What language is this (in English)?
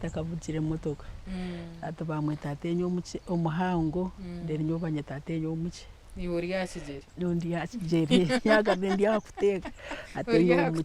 Nyankole